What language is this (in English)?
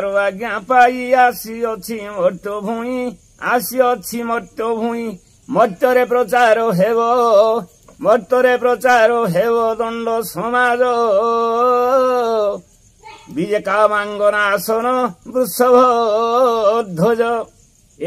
Odia